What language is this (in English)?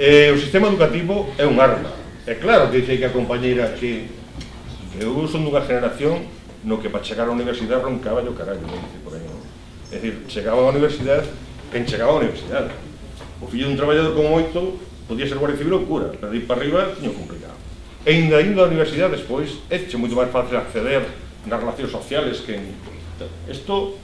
Galician